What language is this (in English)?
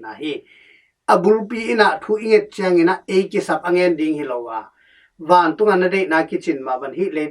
Tedim Chin